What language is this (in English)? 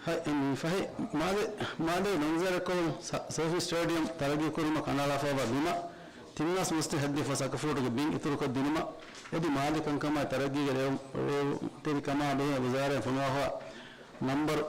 Divehi